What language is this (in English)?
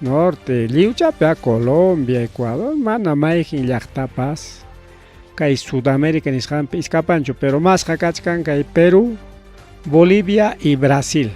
Ayacucho Quechua